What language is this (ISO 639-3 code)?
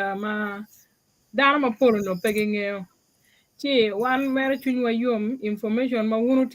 ach